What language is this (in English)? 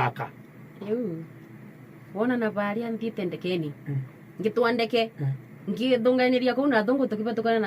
Meru